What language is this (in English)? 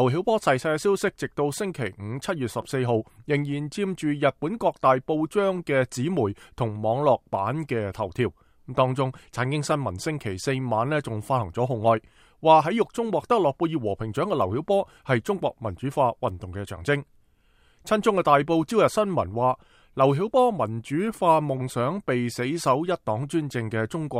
Cantonese